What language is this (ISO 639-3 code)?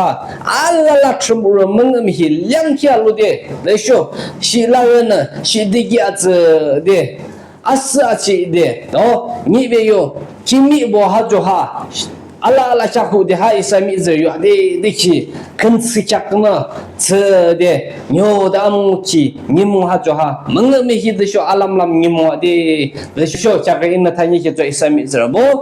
yim